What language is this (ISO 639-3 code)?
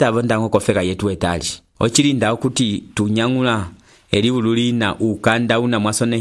umb